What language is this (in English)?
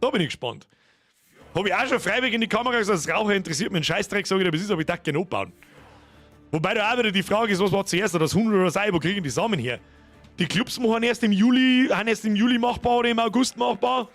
Bavarian